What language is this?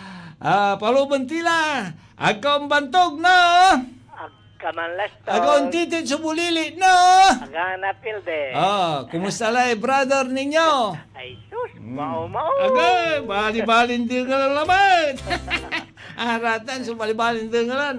Pangasinan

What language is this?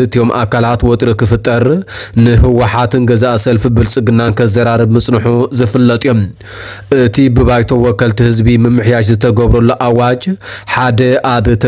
Tigrinya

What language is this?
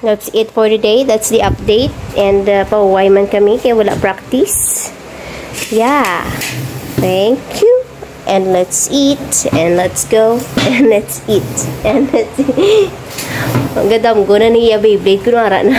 Hiligaynon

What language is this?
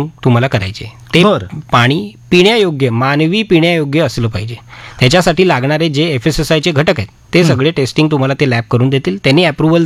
Marathi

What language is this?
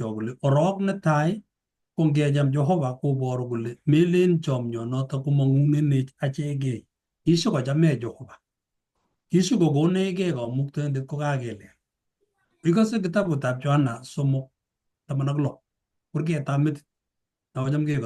Kalenjin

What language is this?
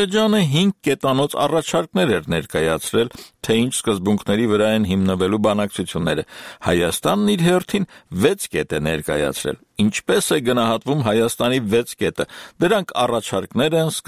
Armenian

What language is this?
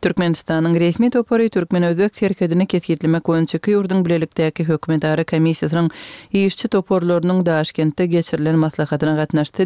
Turkmen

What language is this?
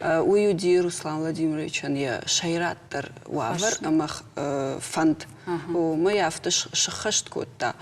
Ossetic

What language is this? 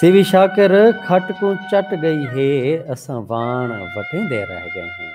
Saraiki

